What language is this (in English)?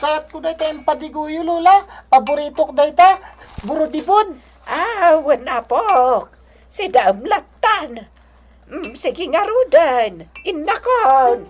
Iloko